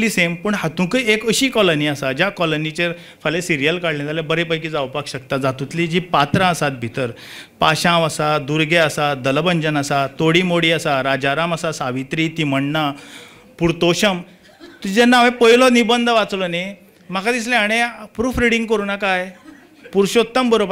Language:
Konkani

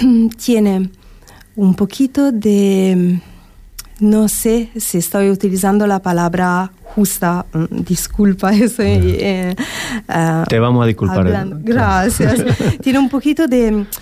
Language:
Spanish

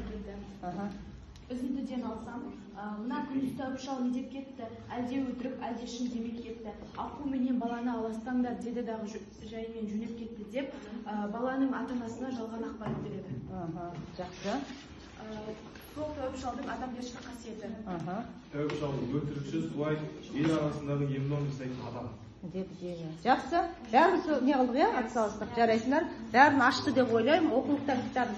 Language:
Kazakh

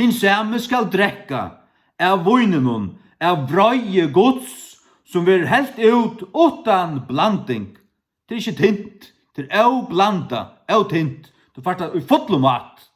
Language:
Faroese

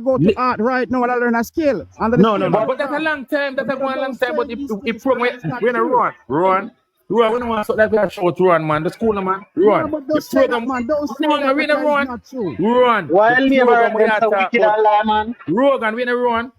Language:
Jamaican Creole English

